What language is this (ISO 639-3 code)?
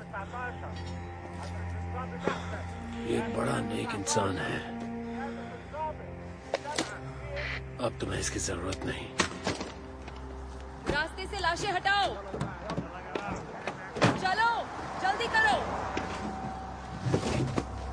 hin